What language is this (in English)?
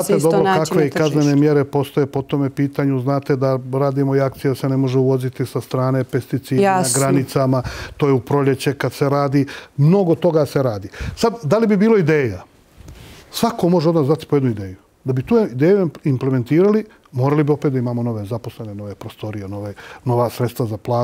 Bosnian